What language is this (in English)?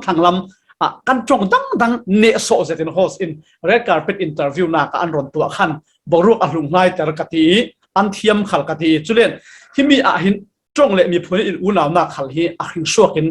Falam Chin